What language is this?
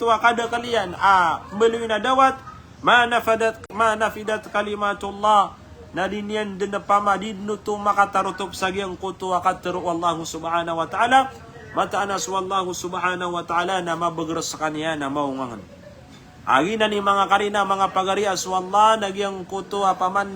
Maranao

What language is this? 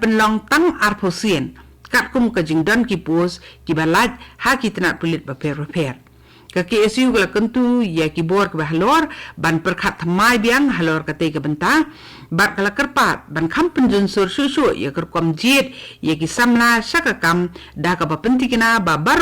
Khasi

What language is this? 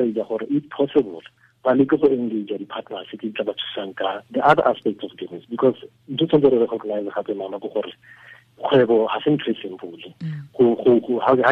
Tswana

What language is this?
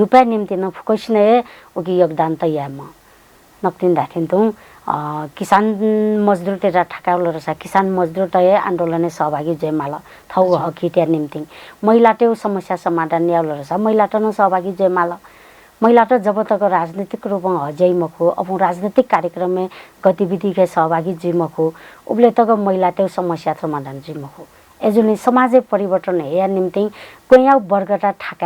Newari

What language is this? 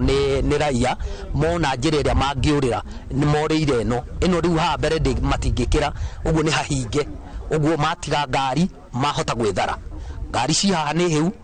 Kikuyu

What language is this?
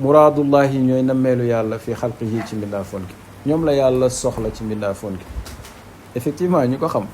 Wolof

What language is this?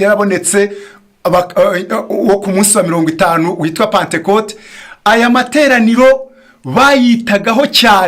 Kinyarwanda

